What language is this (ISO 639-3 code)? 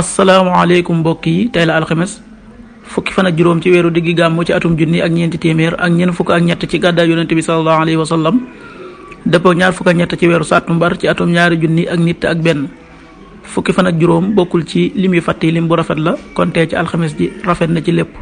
wol